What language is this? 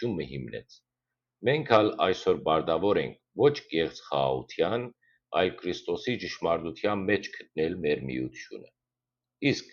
Western Armenian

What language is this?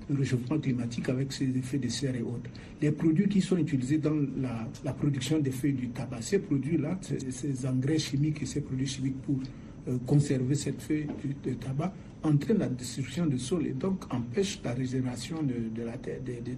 French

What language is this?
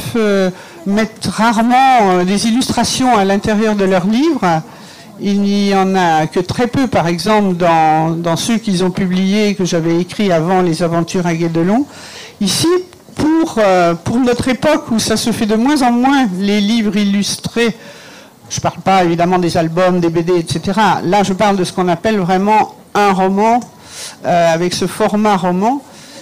French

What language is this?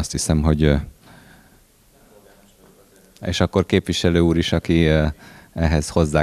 Hungarian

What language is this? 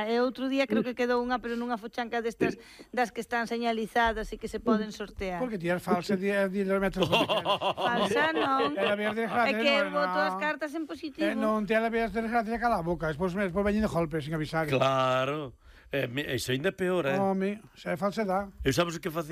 Galician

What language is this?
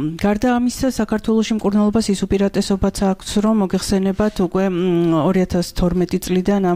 Georgian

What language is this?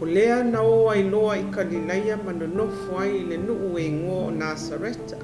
Samoan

